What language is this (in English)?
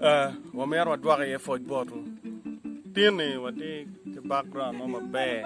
Acoli